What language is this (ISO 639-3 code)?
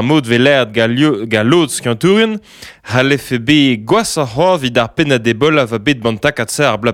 bre